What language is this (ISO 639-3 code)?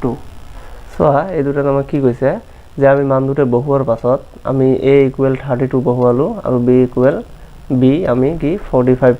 asm